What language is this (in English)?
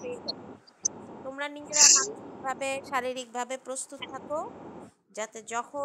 Bangla